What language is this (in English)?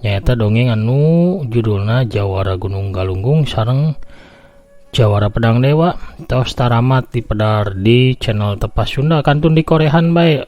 Sundanese